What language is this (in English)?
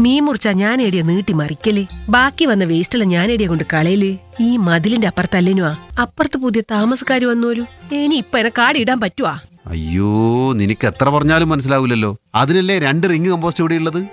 Malayalam